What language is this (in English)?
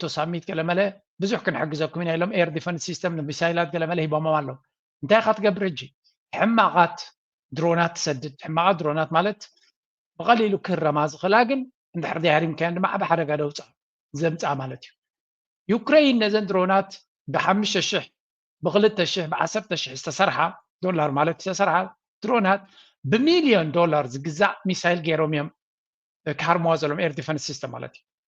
Tigrinya